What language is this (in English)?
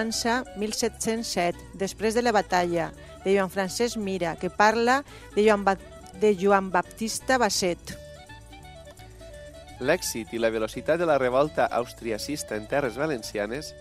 Catalan